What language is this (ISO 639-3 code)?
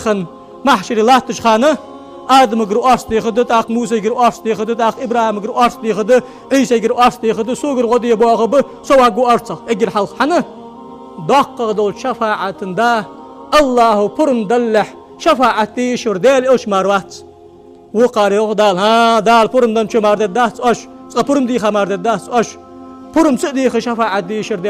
inh